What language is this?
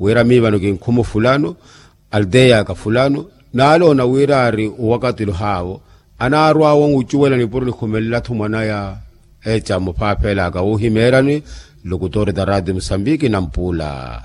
Makhuwa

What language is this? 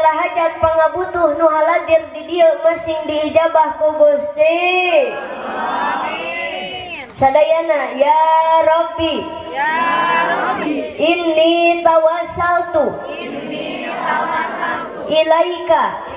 Sundanese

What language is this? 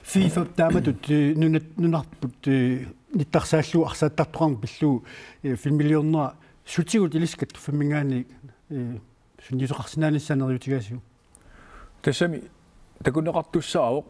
Kalaallisut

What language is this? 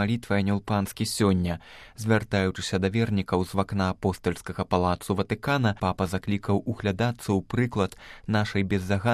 Belarusian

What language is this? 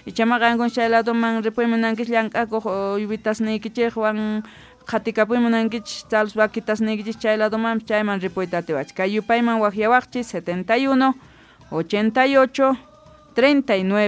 South Bolivian Quechua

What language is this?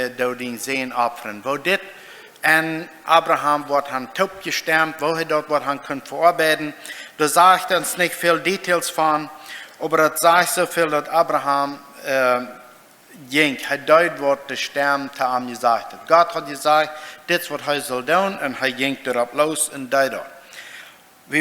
Plautdietsch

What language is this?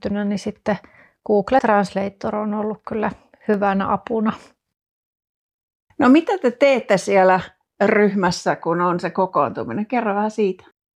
Finnish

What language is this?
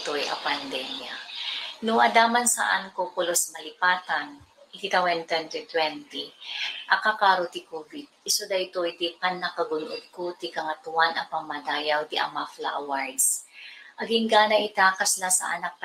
Iloko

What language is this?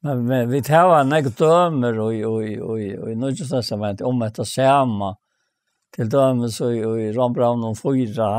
Faroese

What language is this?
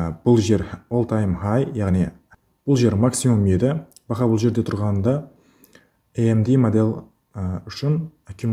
Kara-Kalpak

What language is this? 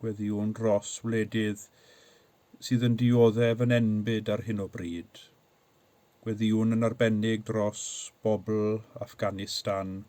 Welsh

